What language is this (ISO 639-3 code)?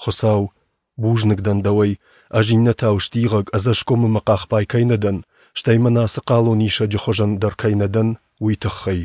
oss